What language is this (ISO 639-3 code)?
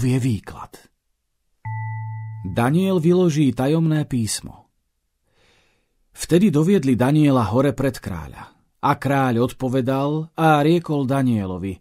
slk